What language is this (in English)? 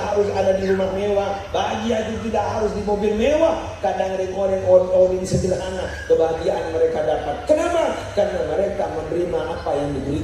Madurese